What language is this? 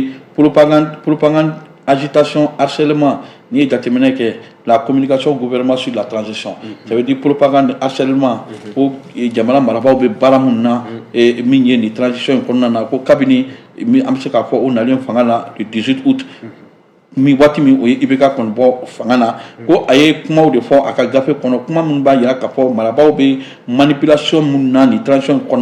Bambara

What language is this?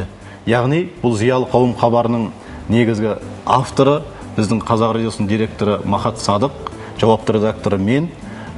Kazakh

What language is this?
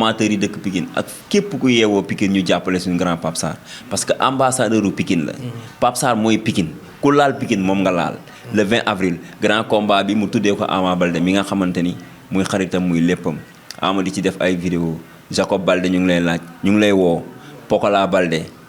Wolof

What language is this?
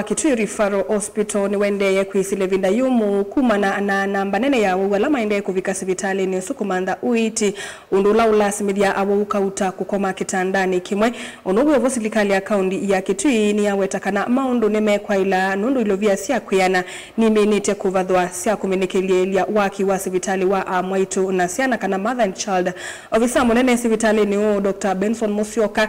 Kamba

